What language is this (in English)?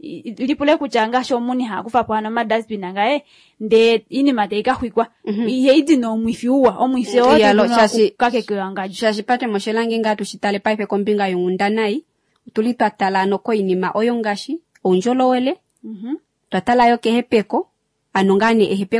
Kuanyama